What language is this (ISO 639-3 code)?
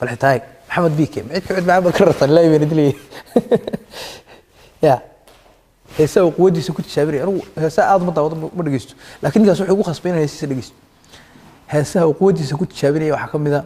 som